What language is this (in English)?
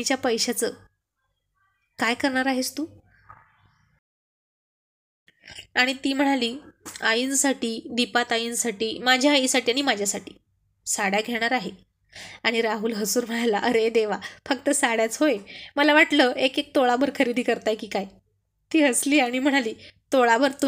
Marathi